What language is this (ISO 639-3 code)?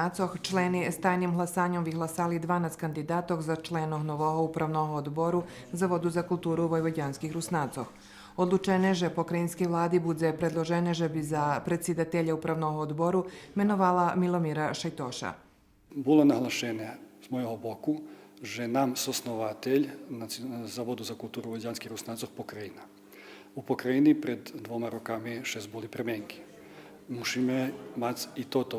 rue